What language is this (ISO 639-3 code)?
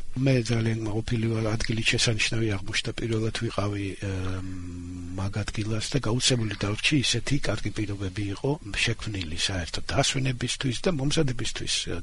kat